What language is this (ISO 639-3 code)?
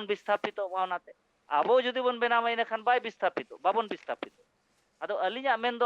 sat